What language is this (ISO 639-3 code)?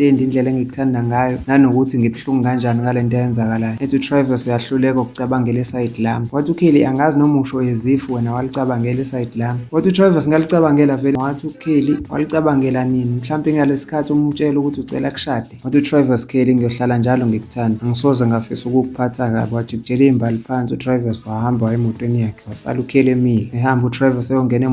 zul